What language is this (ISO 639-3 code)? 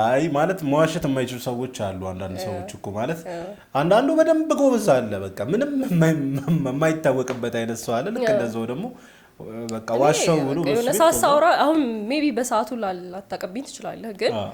amh